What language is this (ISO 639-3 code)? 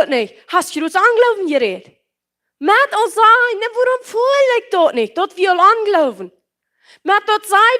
pdt